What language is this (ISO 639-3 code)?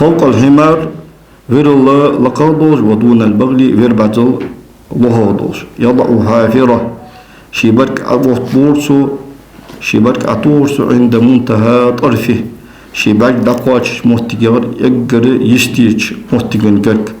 inh